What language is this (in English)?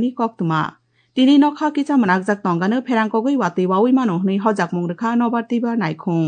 Kok Borok